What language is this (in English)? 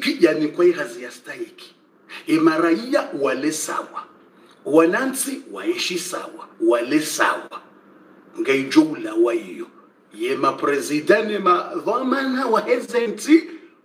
Swahili